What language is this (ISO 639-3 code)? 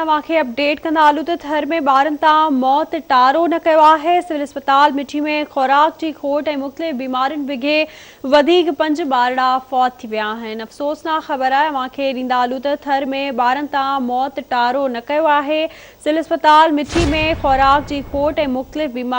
snd